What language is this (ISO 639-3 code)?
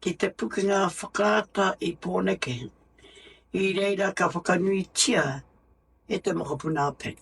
mri